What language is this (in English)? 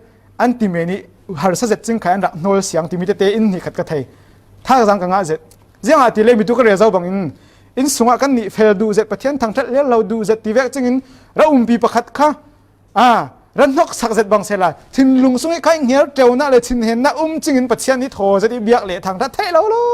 Falam Chin